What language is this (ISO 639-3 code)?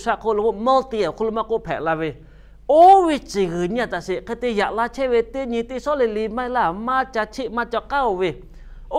lhu